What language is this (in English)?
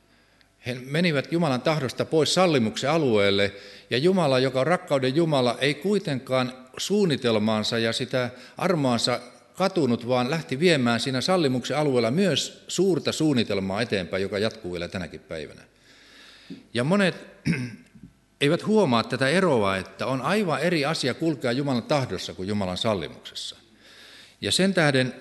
Finnish